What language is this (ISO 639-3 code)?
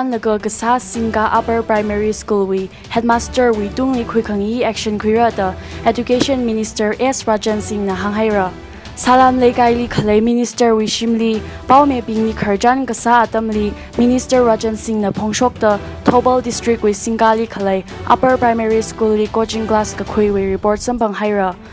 nmf